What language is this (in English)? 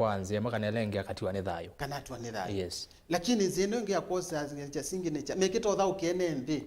Kamba